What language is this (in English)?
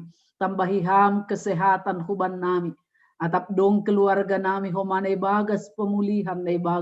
Batak Simalungun